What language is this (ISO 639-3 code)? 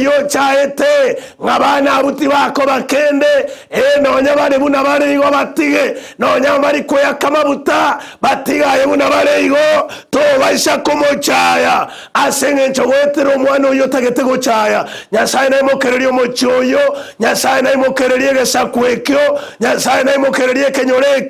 guz